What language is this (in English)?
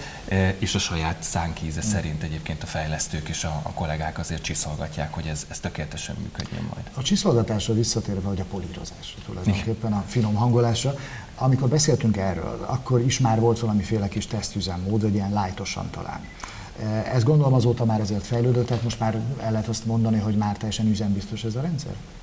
Hungarian